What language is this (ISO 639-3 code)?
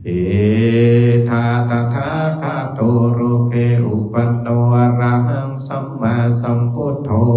pli